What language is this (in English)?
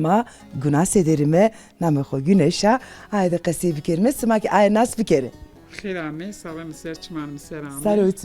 Zaza